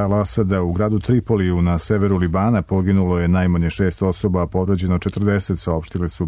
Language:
Serbian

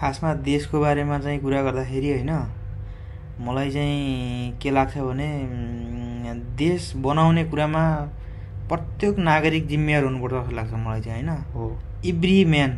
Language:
Nepali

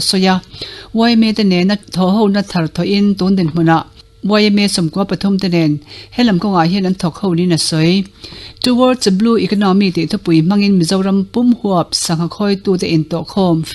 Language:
Mizo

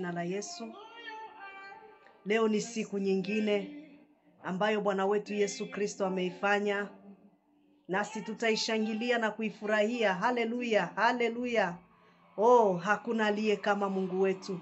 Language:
Swahili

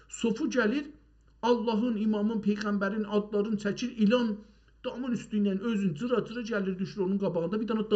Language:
South Azerbaijani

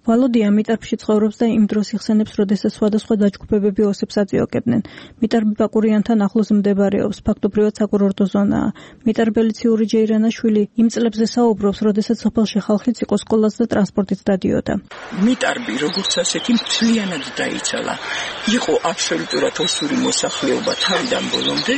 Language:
Georgian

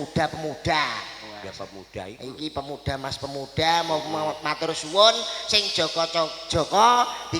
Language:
Javanese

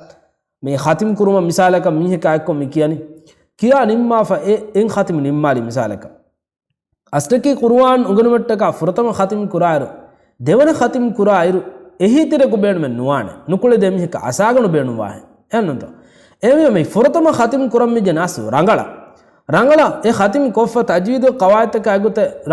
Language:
Divehi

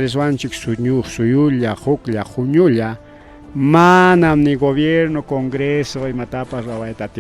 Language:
Ayacucho Quechua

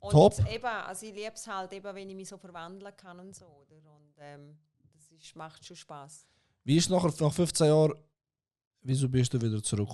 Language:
Swiss German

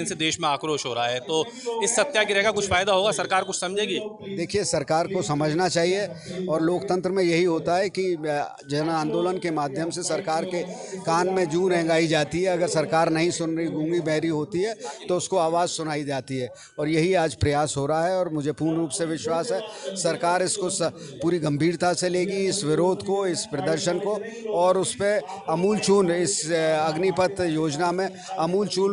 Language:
Hindi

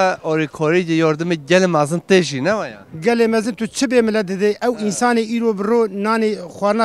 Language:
Kurdish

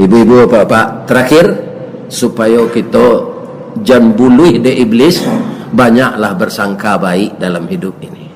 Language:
Minangkabau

